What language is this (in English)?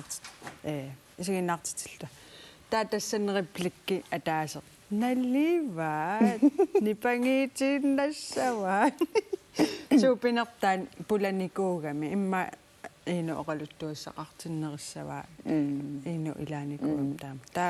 Kalaallisut